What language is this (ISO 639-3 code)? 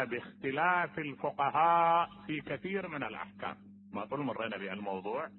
acm